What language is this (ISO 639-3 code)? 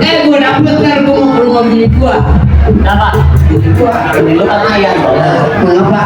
bew